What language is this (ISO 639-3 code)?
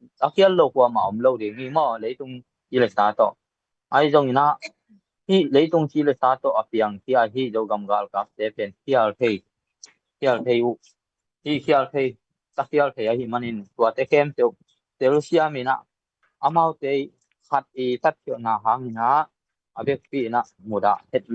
ctd